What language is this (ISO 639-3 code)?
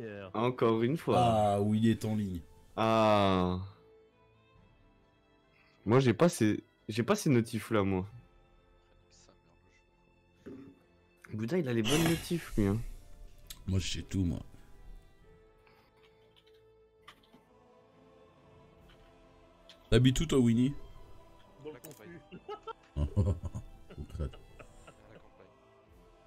fra